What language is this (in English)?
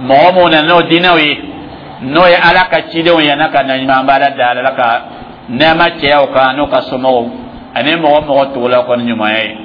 Dyula